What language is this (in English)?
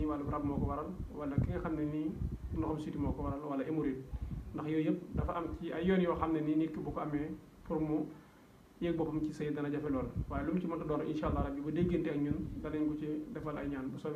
Wolof